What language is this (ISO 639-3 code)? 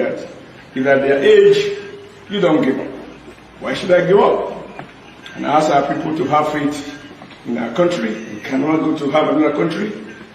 ibo